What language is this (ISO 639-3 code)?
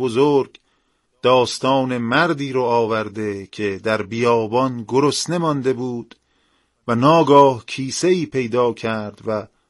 fas